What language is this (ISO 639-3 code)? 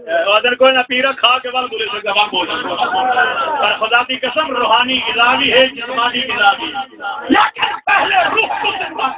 skr